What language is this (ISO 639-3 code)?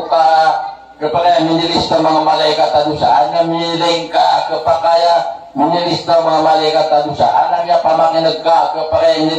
mrw